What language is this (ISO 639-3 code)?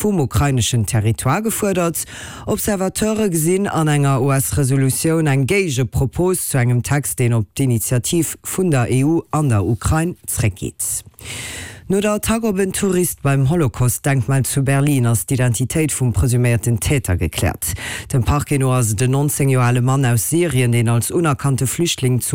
ltz